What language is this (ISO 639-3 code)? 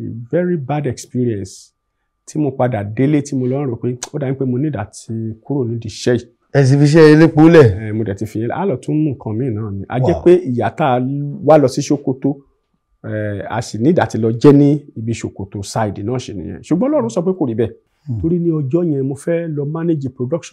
yor